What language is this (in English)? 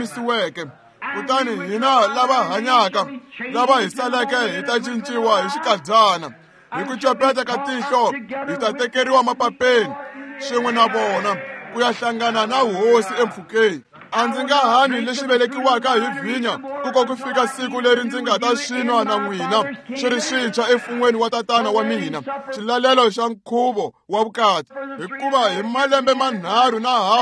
Tsonga